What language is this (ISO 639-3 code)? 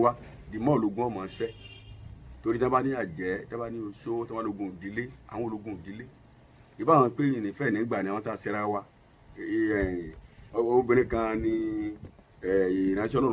yor